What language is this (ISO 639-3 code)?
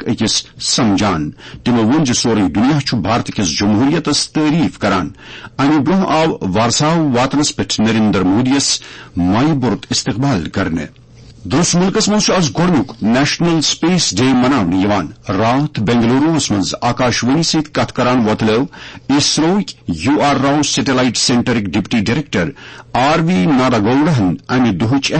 kas